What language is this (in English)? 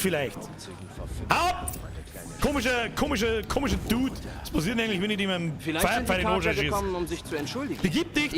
Bavarian